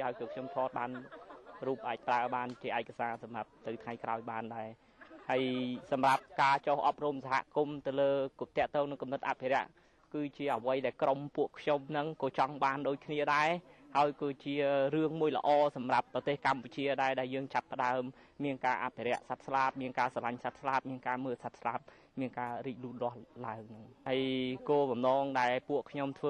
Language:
Khmer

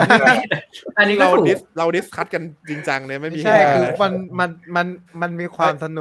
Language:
Thai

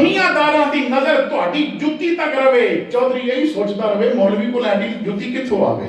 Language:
Western Panjabi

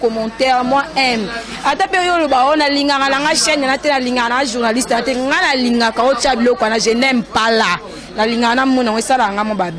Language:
Lingala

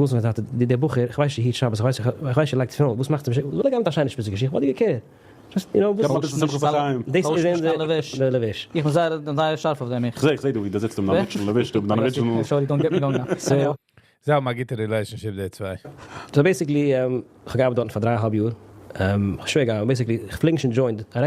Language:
Yiddish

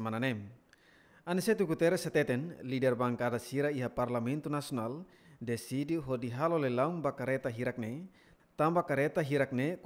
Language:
Tetum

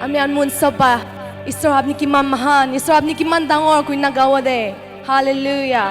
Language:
Naga Pidgin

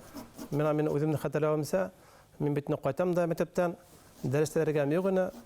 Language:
Bashkir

